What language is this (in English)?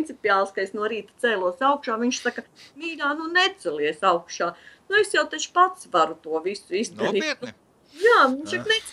Latvian